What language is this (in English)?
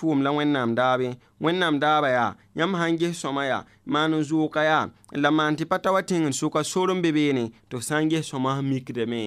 Mossi